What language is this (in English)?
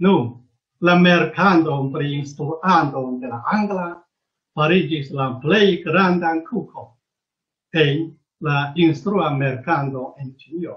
Esperanto